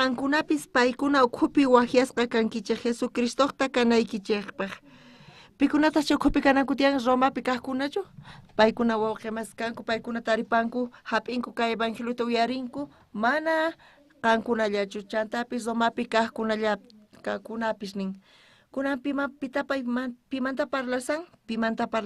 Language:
South Bolivian Quechua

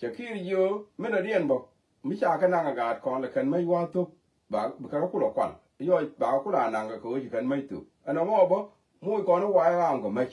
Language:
Nuer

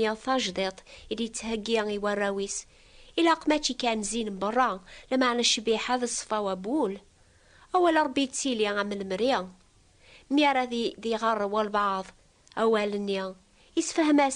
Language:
Kabyle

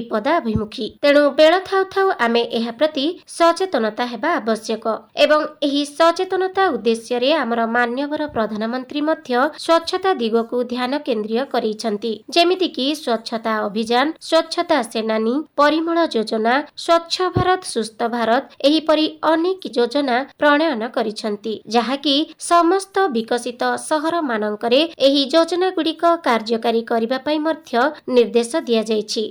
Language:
Odia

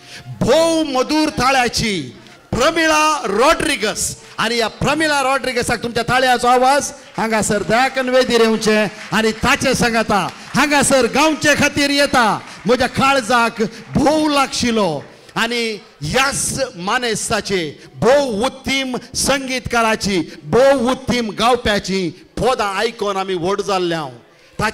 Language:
Konkani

